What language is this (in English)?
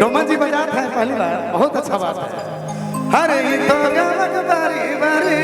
Sadri